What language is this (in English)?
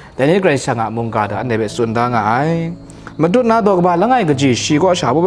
Kachin